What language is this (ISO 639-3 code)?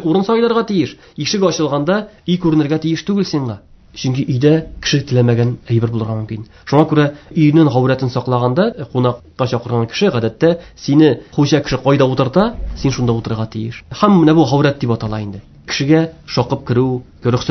tat